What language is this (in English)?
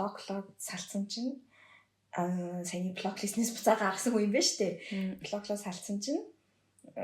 Mongolian